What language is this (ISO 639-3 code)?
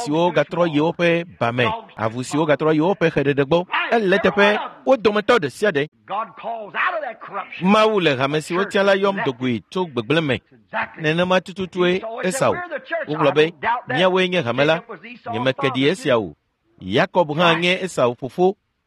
ewe